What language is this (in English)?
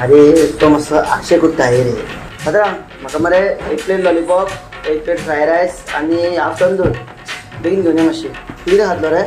Konkani